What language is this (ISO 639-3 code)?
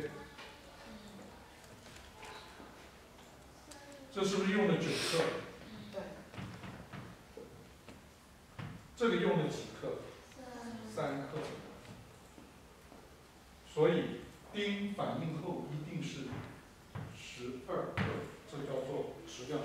zho